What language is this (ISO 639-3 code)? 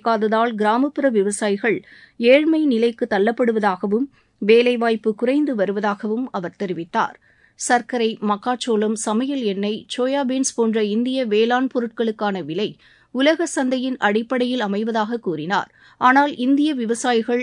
tam